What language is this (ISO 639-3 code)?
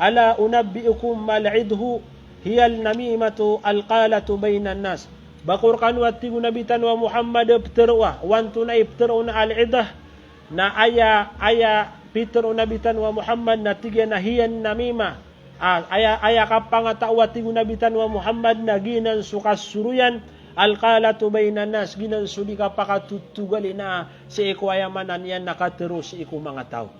mrw